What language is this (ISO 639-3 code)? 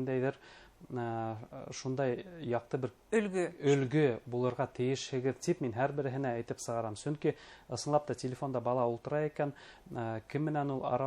bak